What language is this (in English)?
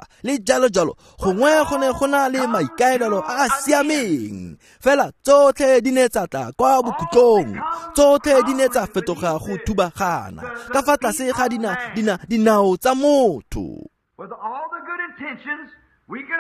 Tswana